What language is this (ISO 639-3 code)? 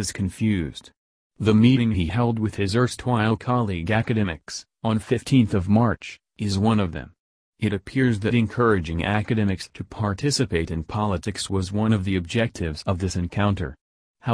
eng